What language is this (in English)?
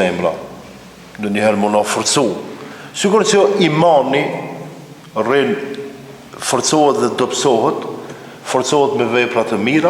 Albanian